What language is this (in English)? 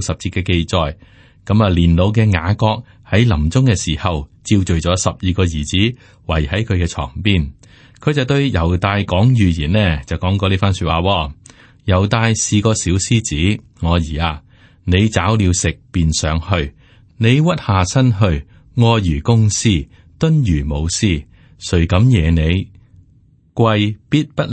Cantonese